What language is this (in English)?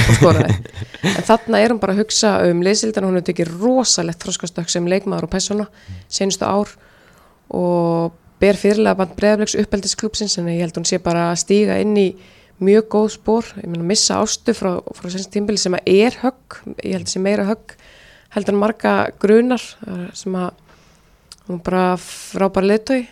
Icelandic